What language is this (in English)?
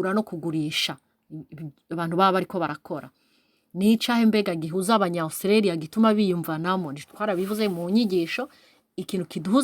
Rundi